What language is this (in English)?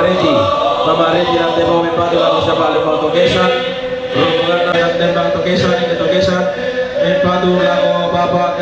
Toraja-Sa'dan